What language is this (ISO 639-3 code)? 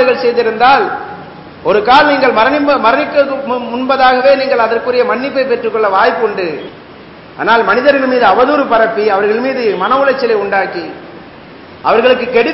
tam